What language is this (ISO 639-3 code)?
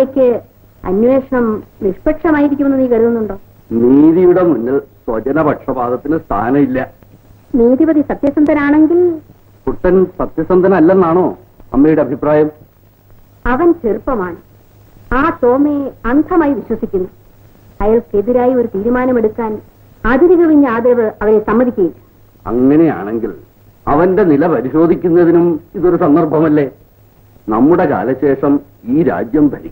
mal